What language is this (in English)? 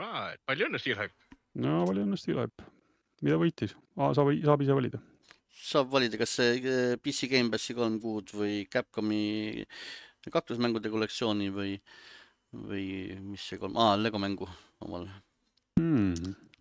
Estonian